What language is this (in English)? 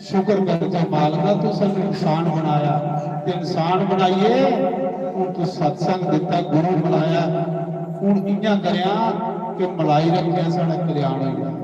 Dogri